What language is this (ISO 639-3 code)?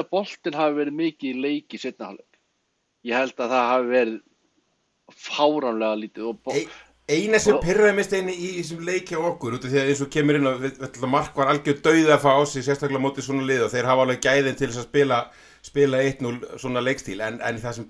isl